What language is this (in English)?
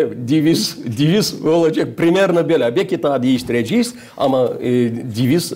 Gagauz